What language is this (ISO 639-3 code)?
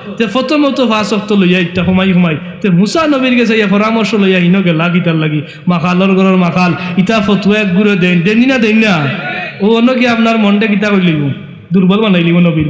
syl